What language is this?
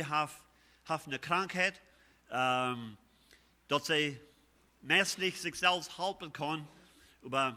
Plautdietsch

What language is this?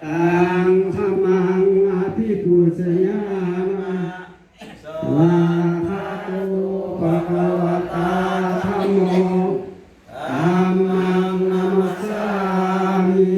Pali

